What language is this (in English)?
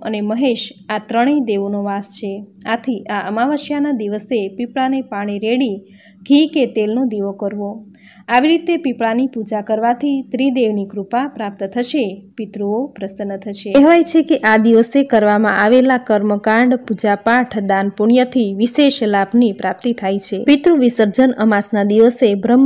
Gujarati